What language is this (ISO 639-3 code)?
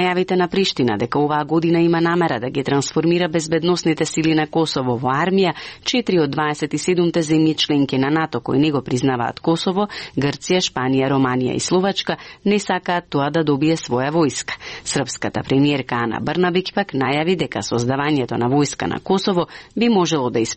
mkd